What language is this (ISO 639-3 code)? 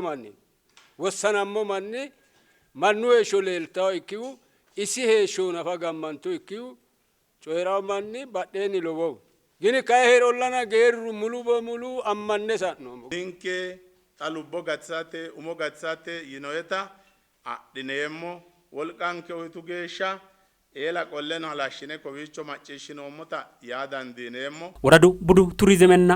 sid